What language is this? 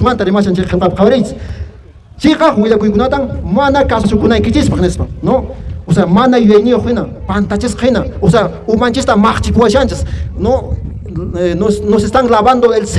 Quechua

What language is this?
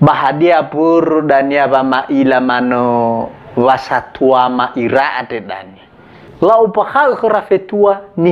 Nias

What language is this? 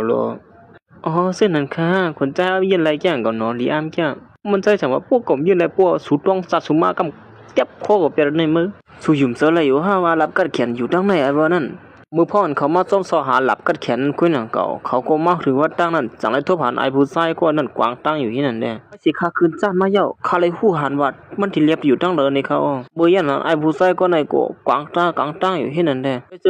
Shan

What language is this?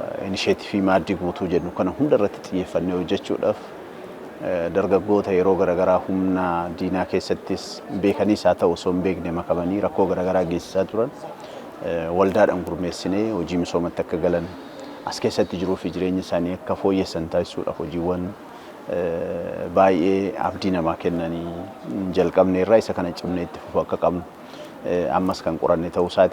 Oromo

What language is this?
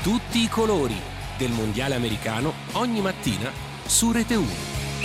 Italian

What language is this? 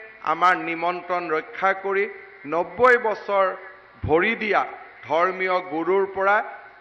Assamese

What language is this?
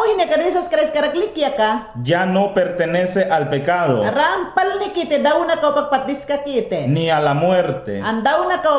Mayangna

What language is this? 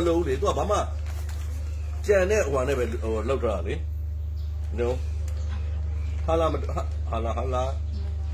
Burmese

